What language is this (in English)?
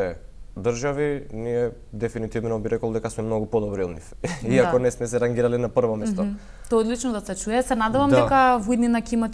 Macedonian